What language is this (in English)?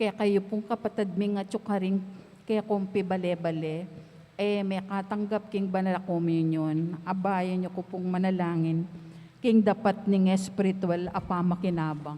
Pampanga